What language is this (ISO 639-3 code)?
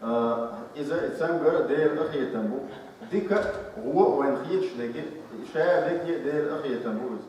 che